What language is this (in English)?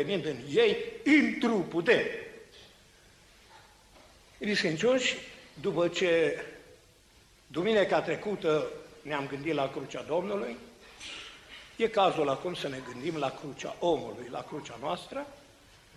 Romanian